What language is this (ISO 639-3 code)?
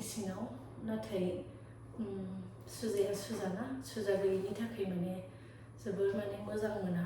brx